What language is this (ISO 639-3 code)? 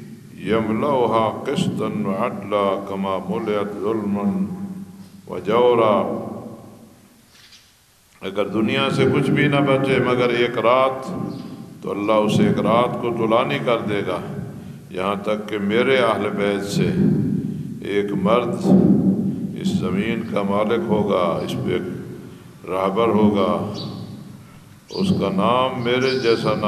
urd